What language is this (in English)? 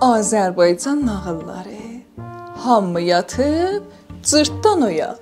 South Azerbaijani